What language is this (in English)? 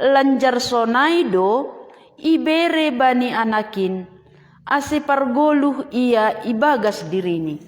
Batak Simalungun